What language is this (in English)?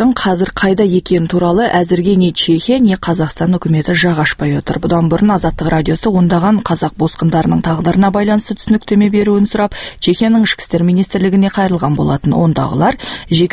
Kazakh